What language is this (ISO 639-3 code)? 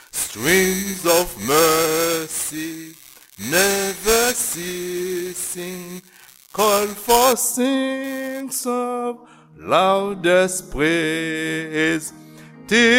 hat